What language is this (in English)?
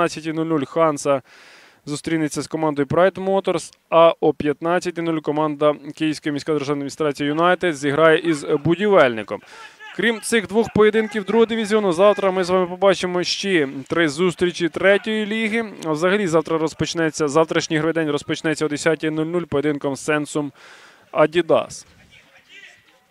Ukrainian